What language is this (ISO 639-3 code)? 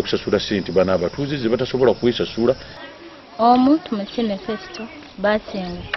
lug